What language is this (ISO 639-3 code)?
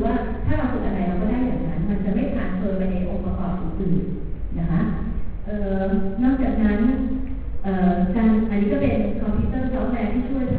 tha